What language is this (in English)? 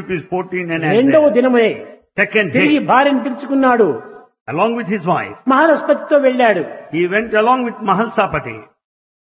Telugu